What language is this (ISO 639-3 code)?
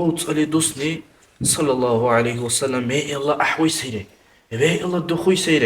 dar